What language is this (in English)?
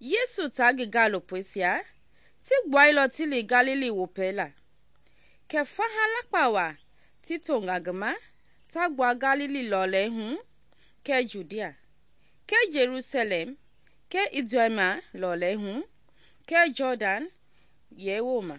Mende